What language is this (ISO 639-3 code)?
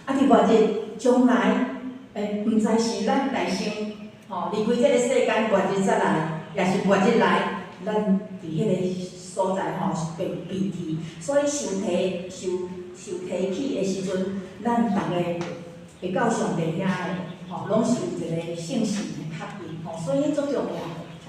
nan